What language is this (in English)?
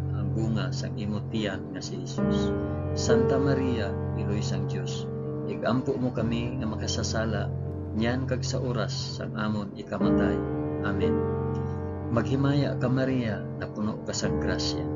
Hiligaynon